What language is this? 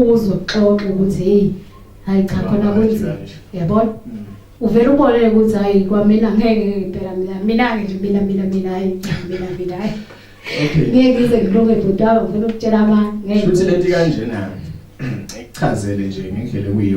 Zulu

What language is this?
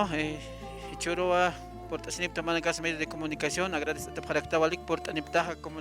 Aymara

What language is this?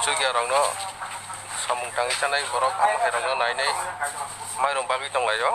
Kok Borok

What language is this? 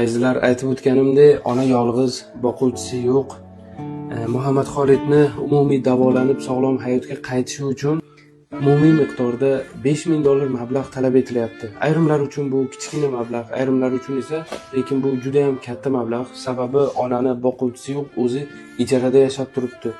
Uzbek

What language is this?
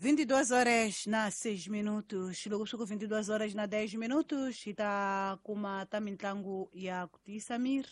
Tsonga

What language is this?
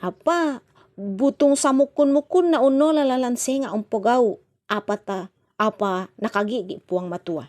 Toraja-Sa'dan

